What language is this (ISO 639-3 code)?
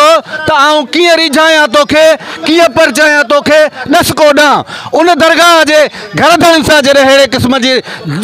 snd